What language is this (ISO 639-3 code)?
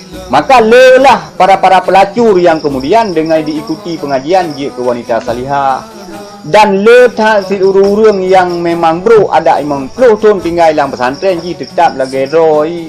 ace